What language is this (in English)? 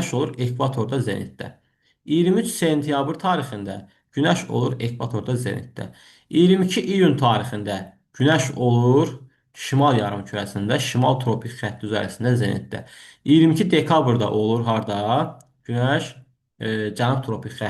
Azerbaijani